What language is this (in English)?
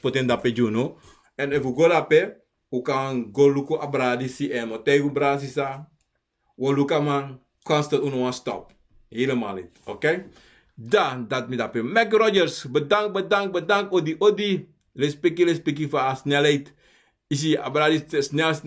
Sranan Tongo